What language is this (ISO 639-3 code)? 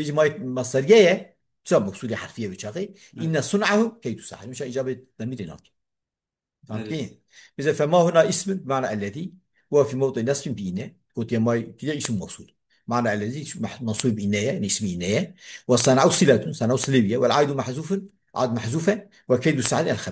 kur